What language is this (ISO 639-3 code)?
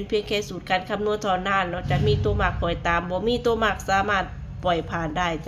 tts